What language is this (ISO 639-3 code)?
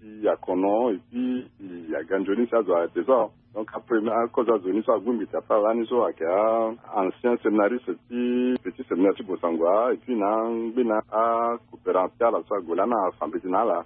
sag